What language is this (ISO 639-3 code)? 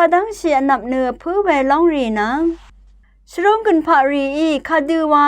raw